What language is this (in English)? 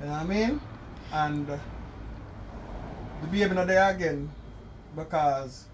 Jamaican Creole English